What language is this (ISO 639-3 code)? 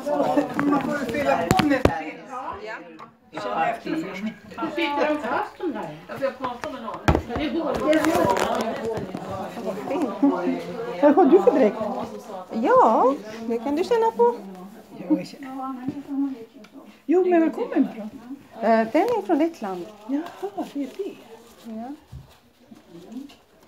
swe